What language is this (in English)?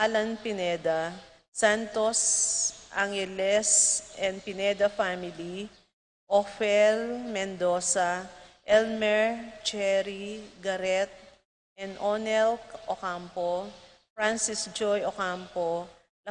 Pampanga